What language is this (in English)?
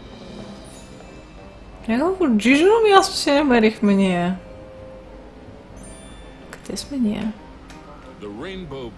Bulgarian